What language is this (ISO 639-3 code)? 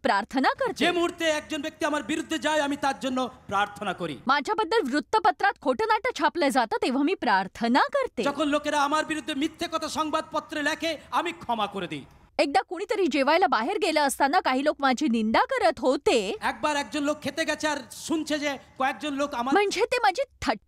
mar